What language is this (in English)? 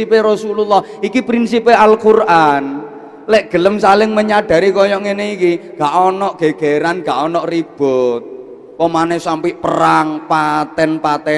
Javanese